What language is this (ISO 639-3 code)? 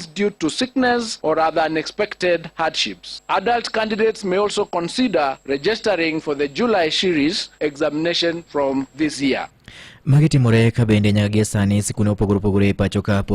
luo